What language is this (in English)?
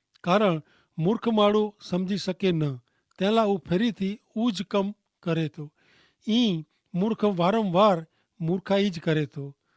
Kachhi